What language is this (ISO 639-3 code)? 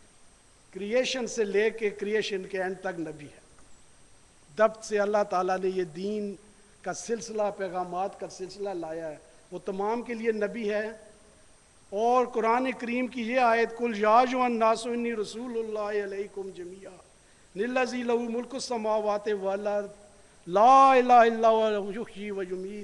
urd